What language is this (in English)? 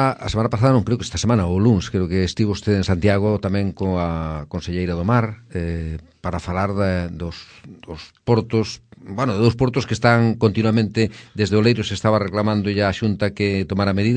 Galician